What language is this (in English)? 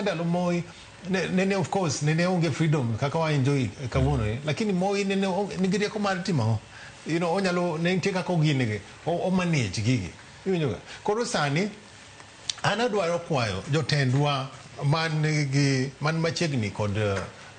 Luo (Kenya and Tanzania)